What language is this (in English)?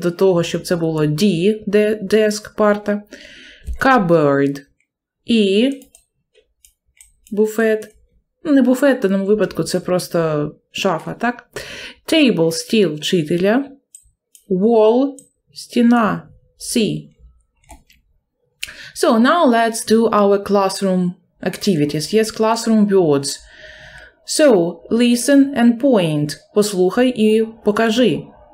Ukrainian